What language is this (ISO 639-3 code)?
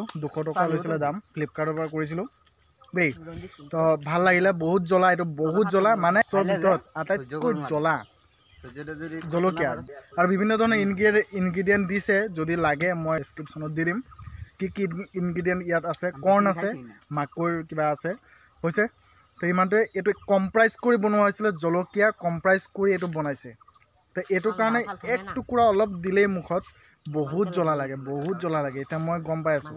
asm